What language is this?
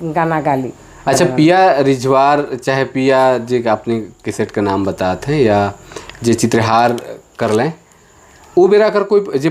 Sadri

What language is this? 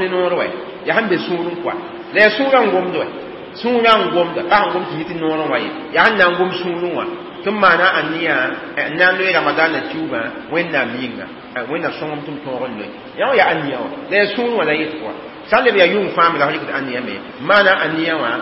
Mossi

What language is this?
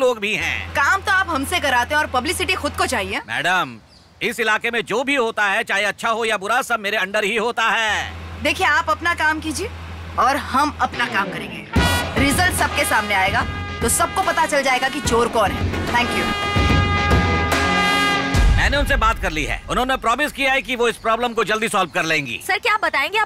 Hindi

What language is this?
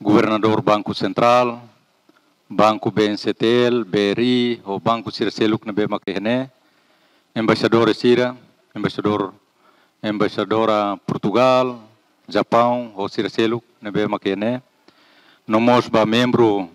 Tetum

